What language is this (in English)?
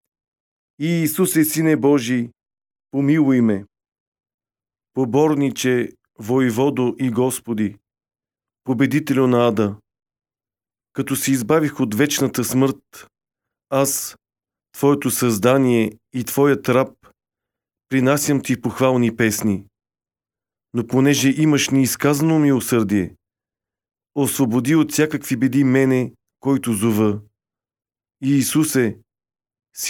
Bulgarian